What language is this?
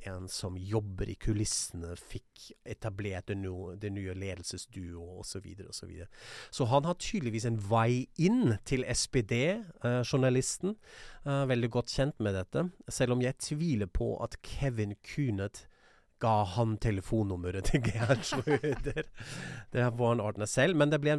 Norwegian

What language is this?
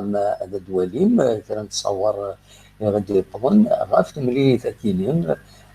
Kabyle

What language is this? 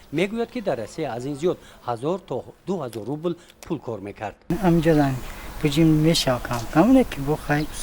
Tajik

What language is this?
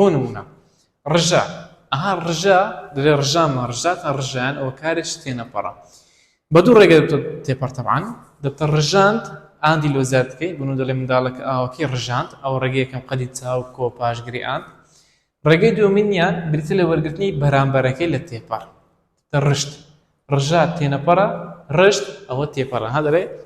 Central Kurdish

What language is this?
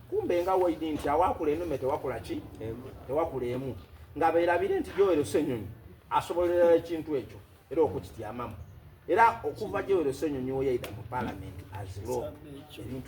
Soga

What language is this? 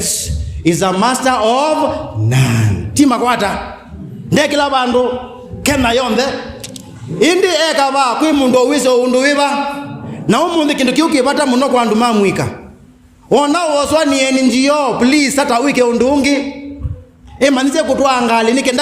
Kamba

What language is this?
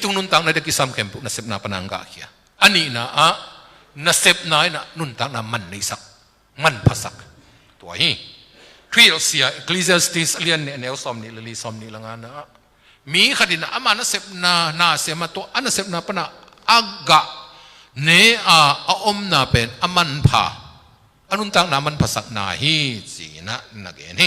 Tedim Chin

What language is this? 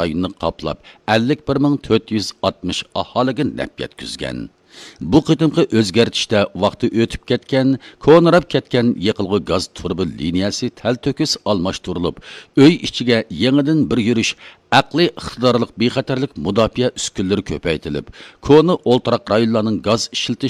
Uyghur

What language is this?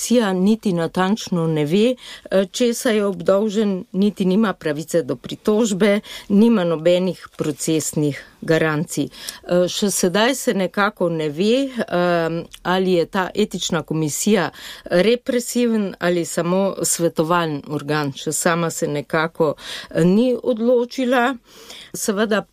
Slovenian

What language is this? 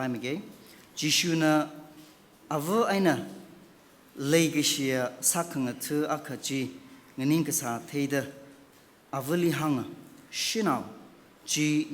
Tangkhul Naga (India)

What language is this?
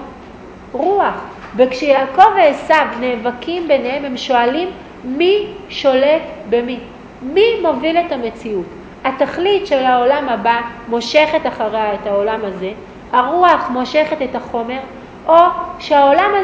Hebrew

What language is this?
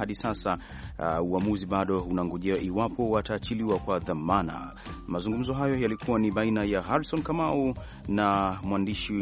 Swahili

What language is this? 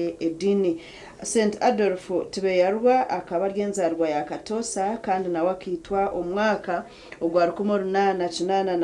Nyankole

